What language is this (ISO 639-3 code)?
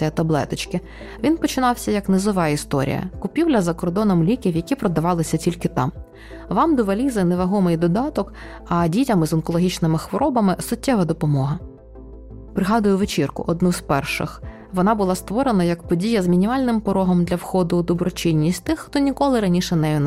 ukr